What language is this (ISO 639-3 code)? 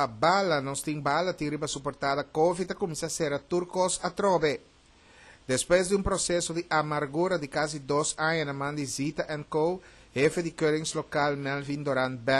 pap